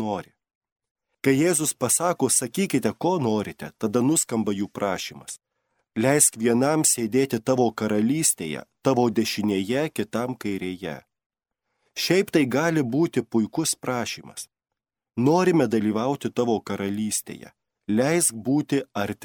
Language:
Lithuanian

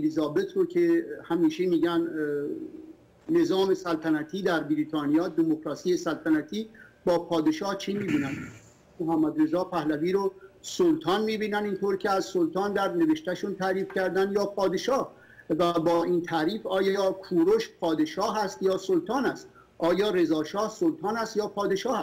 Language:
Persian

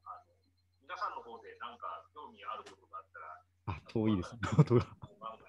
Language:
Japanese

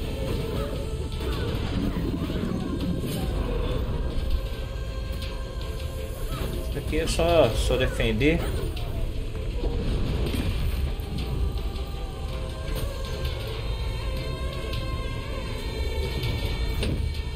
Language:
Portuguese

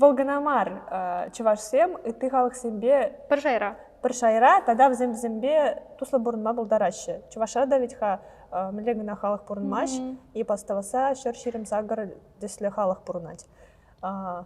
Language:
Chuvash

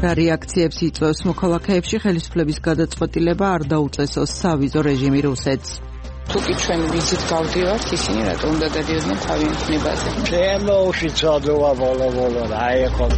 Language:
Georgian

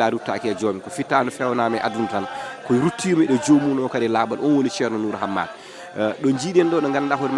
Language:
Fula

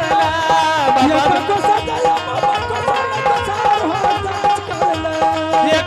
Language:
Angika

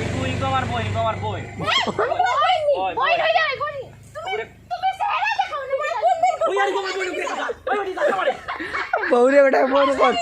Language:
Sylheti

